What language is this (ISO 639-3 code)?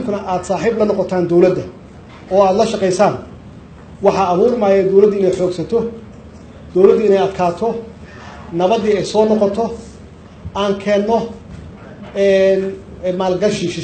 som